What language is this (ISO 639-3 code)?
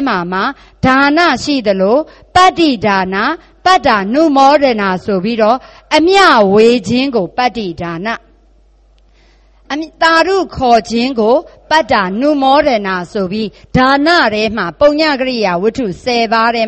mya